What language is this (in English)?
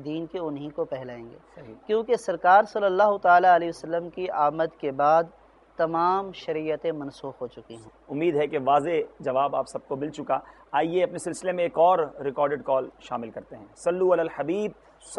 Urdu